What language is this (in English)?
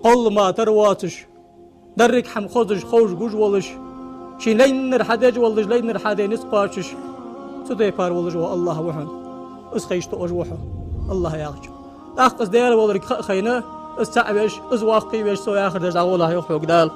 Ingush